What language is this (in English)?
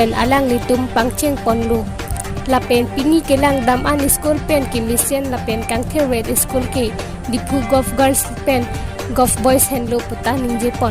Karbi